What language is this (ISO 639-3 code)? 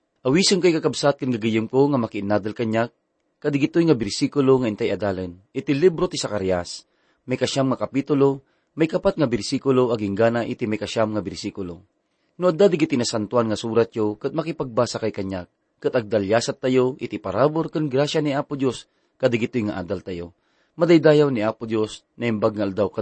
ilo